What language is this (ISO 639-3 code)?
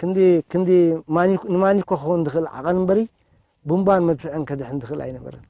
tir